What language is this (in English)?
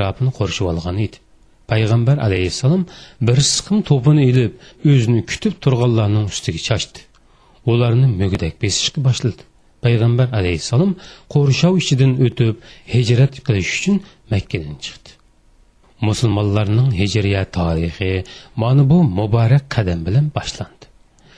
Uyghur